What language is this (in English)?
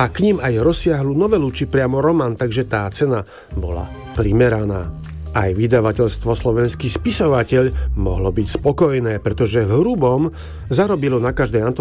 Slovak